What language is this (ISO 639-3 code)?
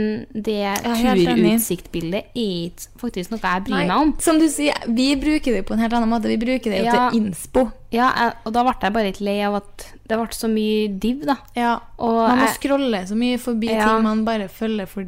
nor